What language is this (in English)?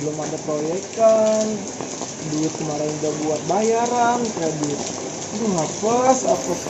Betawi